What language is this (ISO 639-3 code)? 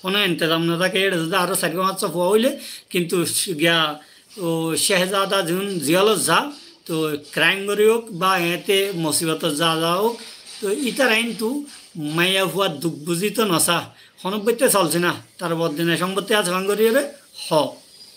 rhg